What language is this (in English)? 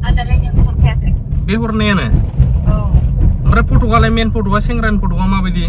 Bodo